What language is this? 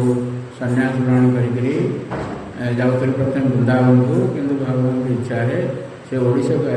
Odia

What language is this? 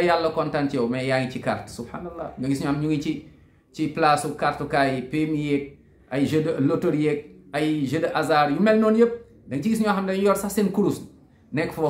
Wolof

